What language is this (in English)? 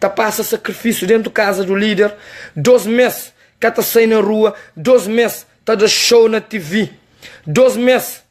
Kabuverdianu